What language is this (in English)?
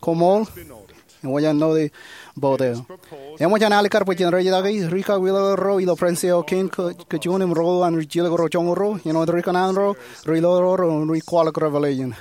Marshallese